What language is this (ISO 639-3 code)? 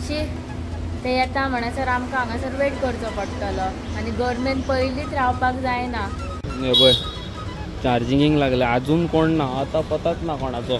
kok